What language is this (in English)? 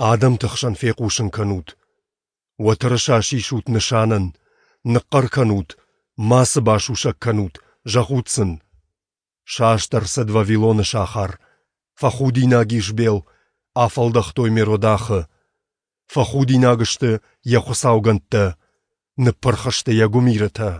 Ossetic